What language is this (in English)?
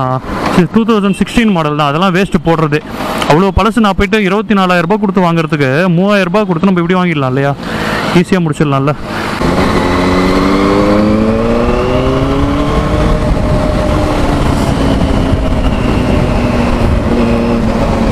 Tamil